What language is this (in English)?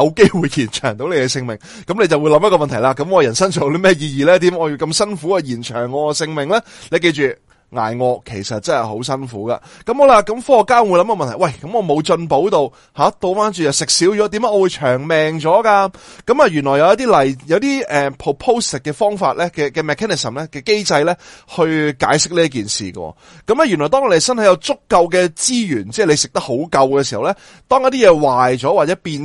Cantonese